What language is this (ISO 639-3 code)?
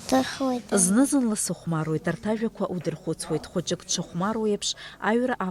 abk